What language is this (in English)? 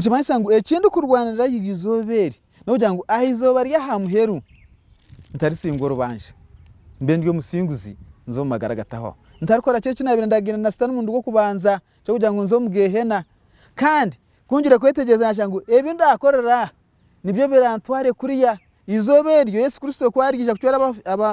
Nyankole